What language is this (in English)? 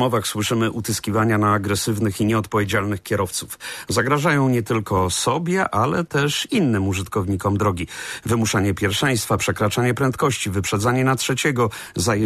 Polish